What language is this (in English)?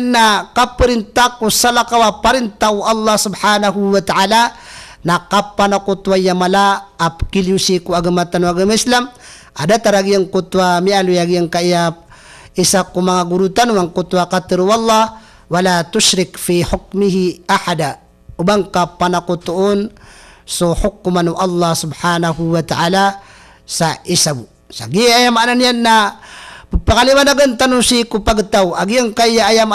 Maranao